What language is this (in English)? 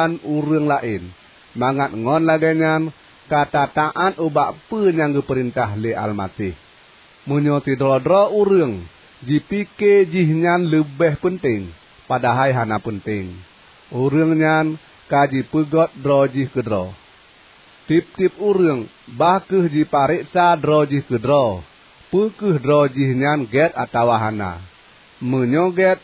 Achinese